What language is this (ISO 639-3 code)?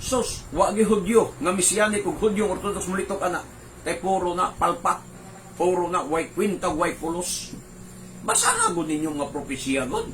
ceb